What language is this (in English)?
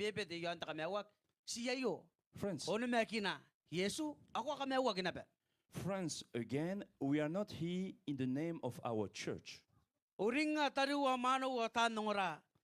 Gilbertese